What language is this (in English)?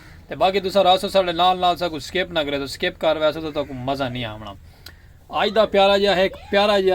Saraiki